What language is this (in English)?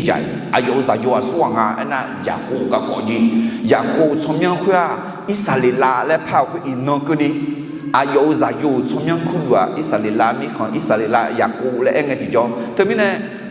Akha